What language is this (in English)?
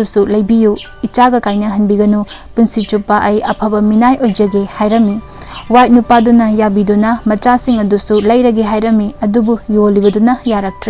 Manipuri